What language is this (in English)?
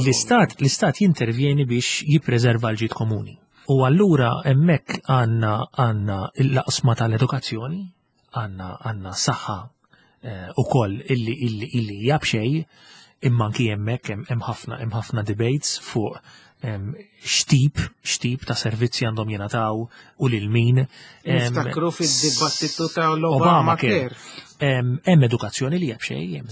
Maltese